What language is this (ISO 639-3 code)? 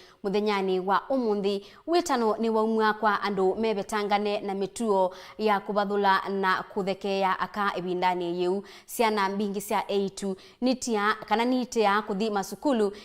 kam